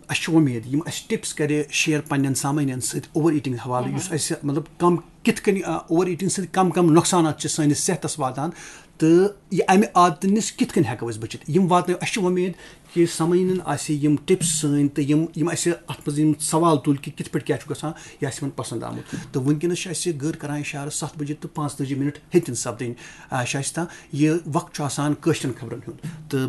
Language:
Kashmiri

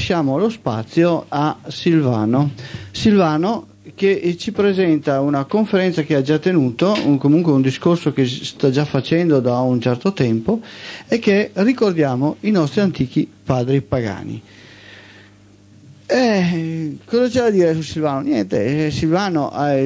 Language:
Italian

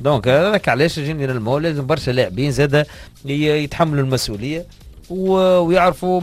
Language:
Tunisian Arabic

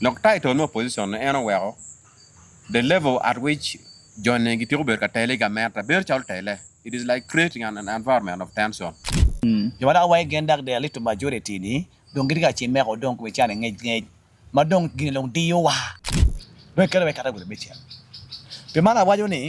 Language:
Acoli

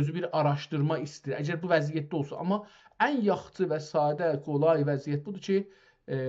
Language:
South Azerbaijani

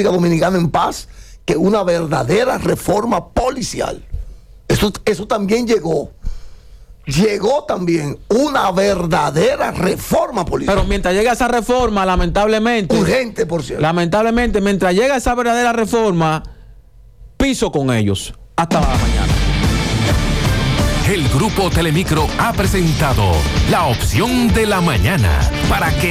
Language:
Spanish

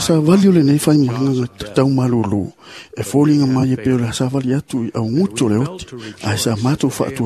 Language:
Samoan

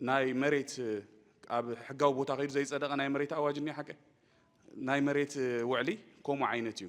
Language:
Tigrinya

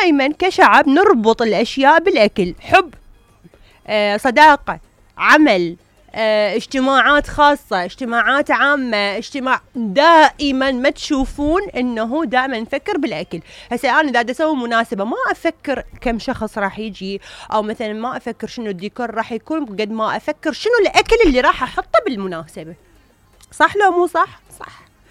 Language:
Mesopotamian Arabic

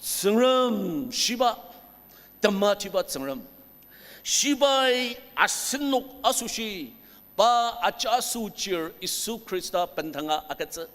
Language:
Ao Naga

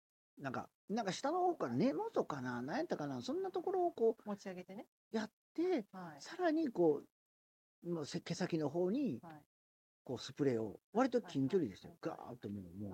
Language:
Japanese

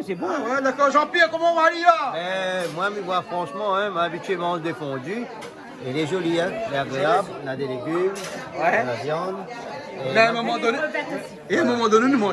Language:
Réunion Creole French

